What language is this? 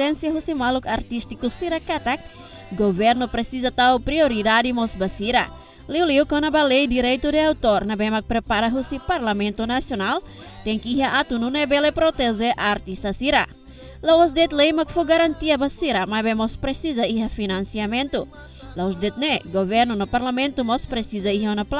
Tetum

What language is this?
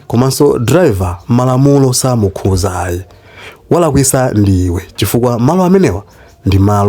Nyanja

